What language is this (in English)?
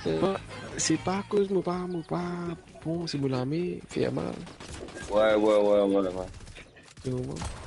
Morisyen